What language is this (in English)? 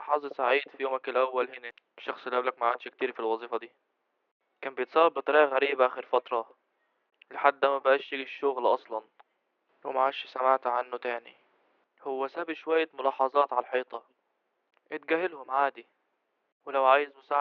Egyptian Arabic